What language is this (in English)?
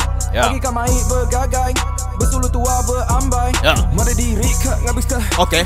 Iban